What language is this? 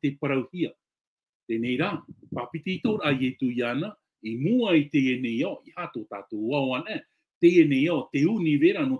Tahitian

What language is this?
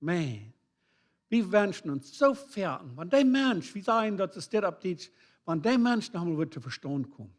Plautdietsch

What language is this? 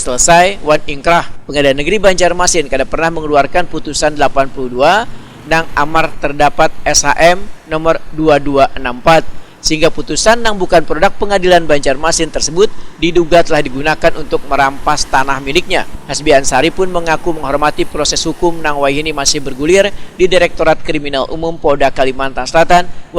Banjar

